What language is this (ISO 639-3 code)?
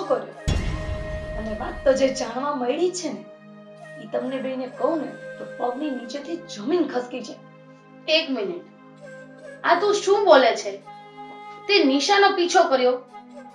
guj